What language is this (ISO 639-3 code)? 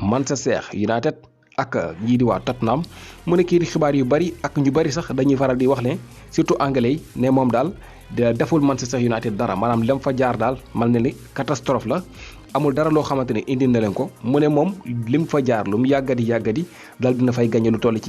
wol